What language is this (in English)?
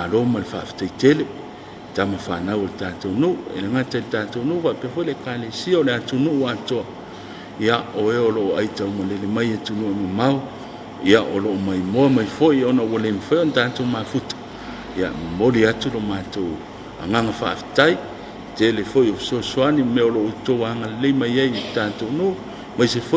Samoan